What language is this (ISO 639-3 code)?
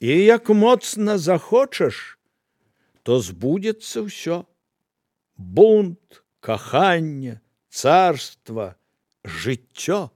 bel